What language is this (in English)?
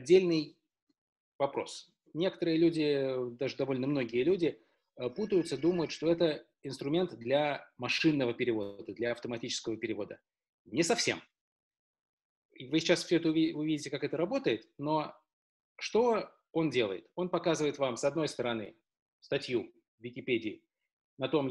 Russian